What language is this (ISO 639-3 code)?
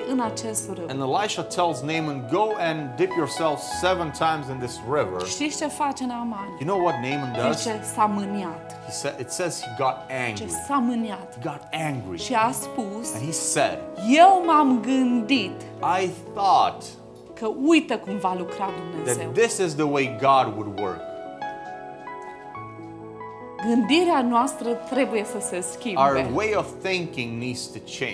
ron